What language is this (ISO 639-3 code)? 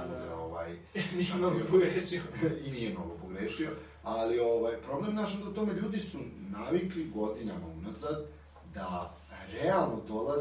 srp